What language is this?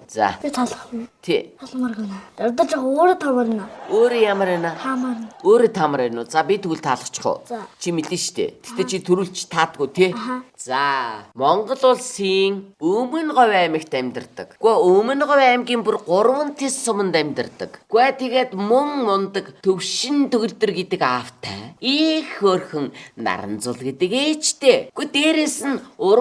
Mongolian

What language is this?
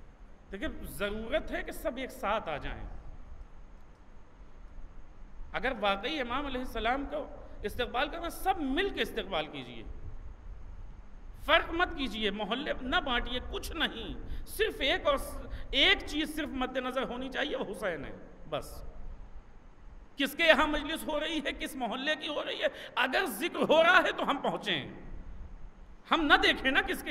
Urdu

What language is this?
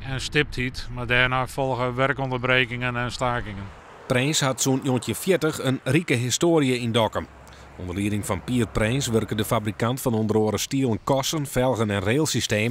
Western Frisian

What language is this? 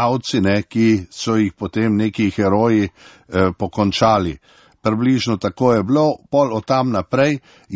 Slovenian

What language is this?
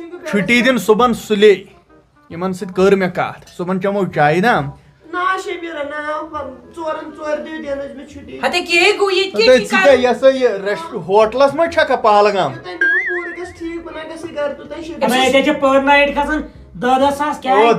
Kashmiri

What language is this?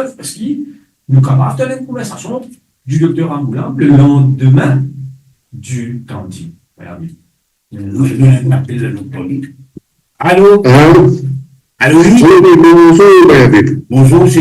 Morisyen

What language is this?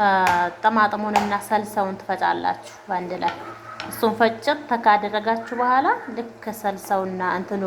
Amharic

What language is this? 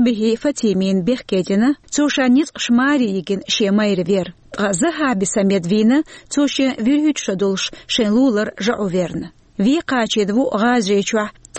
Chechen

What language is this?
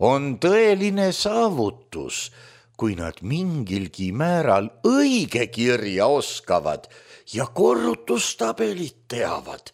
Estonian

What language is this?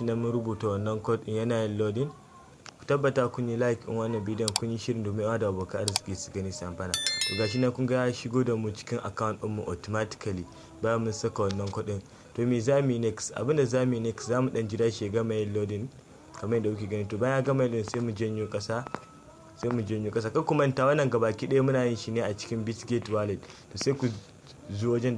Hausa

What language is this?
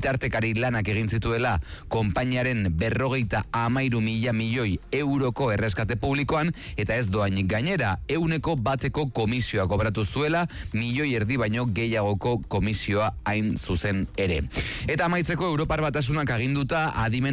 Basque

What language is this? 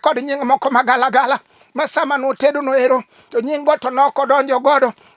Luo (Kenya and Tanzania)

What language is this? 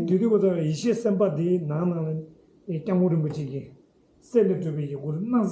Tibetan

